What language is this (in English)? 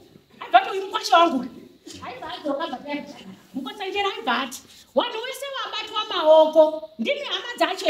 Shona